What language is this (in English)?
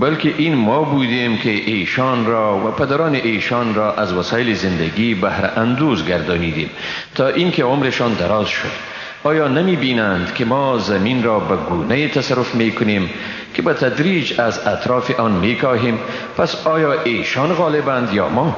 Persian